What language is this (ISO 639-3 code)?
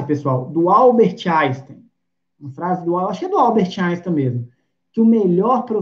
por